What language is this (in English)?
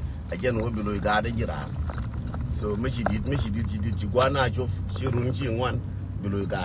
Nuer